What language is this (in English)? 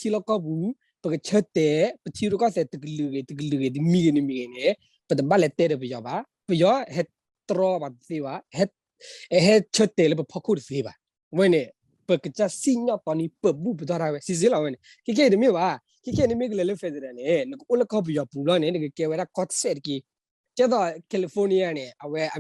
S'gaw Karen